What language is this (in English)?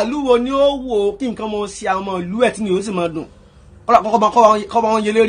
Yoruba